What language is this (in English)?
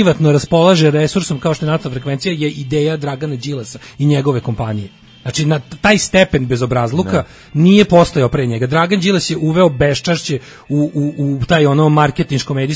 Serbian